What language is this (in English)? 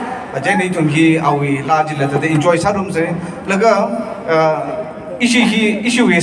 Tangkhul Naga (India)